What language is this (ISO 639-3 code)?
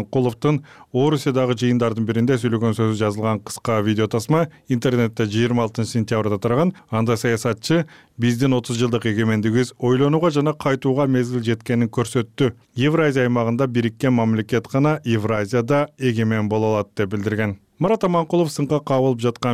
kir